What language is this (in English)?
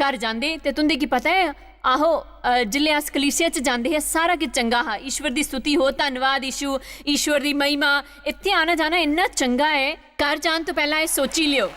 Dogri